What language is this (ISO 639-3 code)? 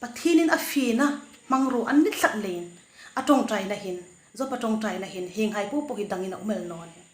hmr